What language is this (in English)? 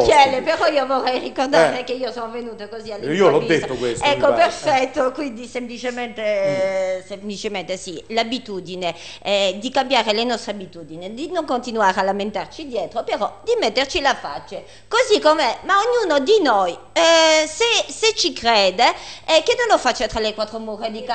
Italian